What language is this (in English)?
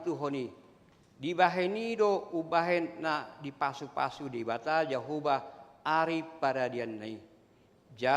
Batak Toba